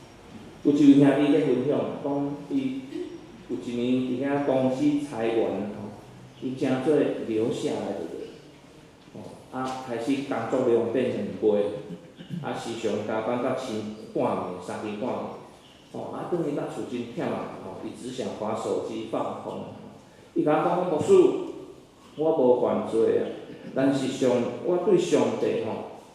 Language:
Min Nan Chinese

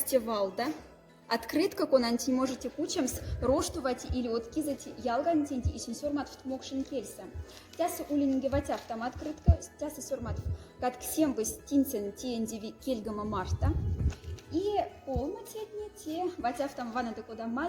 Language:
Moksha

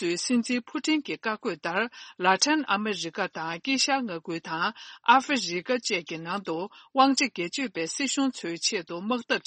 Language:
Tibetan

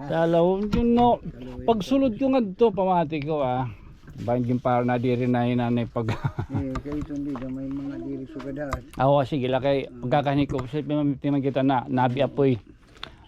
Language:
Waray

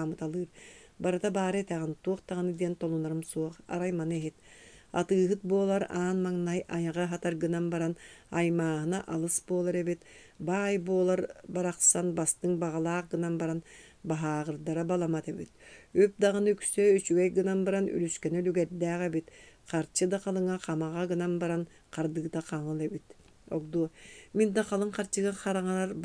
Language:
Yakut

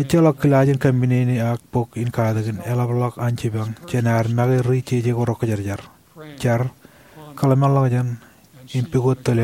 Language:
Marshallese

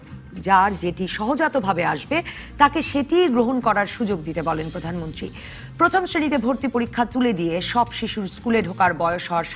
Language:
Bangla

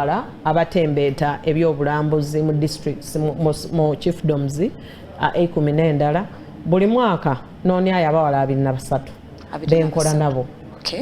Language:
Soga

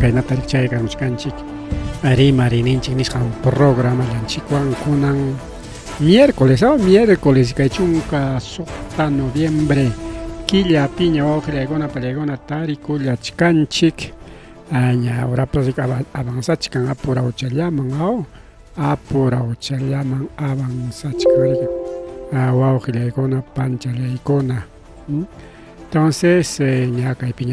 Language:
Ayacucho Quechua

